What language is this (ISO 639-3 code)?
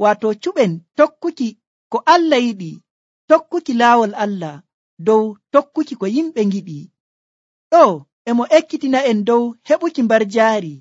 fuv